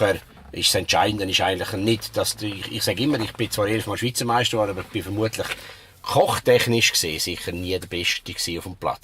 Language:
Swiss German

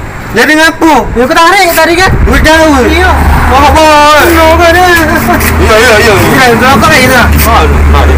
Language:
Musi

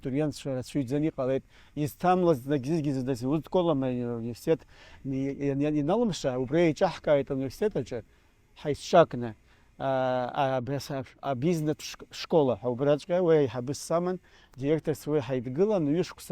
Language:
Abkhazian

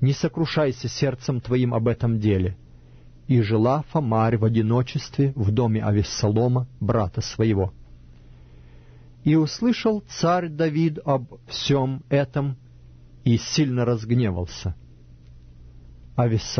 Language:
Russian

